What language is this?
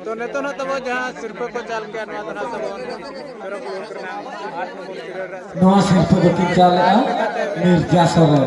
Santali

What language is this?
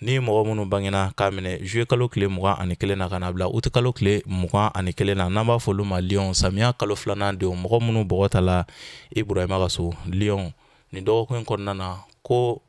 Bambara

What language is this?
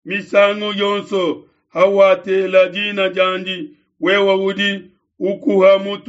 Luba-Lulua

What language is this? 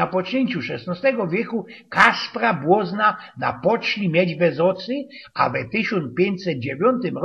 Silesian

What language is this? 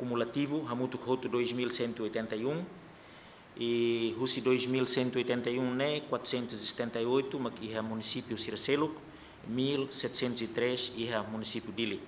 Tetum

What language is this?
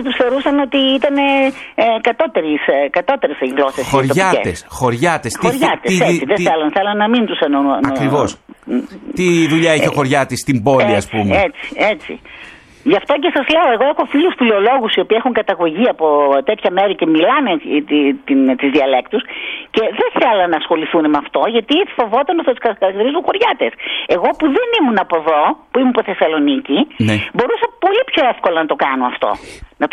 Greek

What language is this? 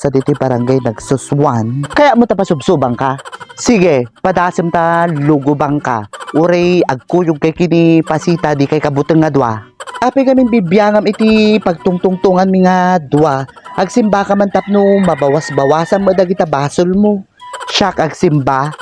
Iloko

